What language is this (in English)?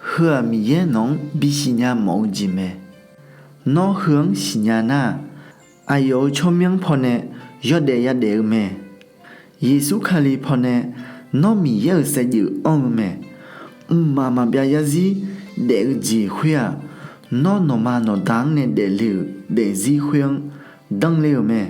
Akha